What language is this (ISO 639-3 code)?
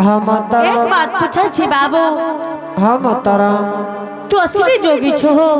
anp